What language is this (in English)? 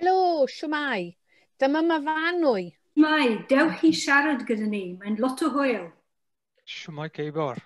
Welsh